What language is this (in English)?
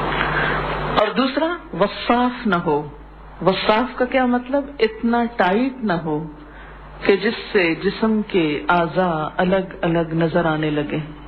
Urdu